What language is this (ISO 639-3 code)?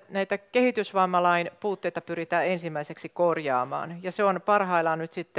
fin